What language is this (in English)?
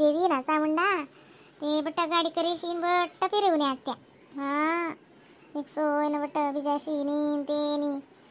Khandesi